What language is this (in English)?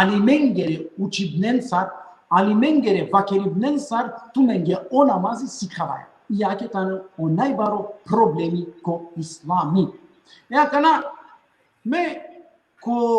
Balkan Romani